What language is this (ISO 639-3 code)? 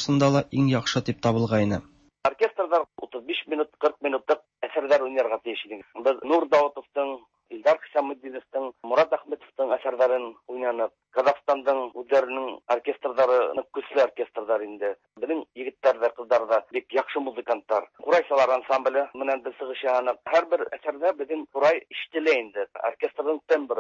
tat